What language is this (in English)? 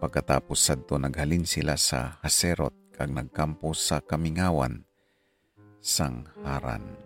Hiligaynon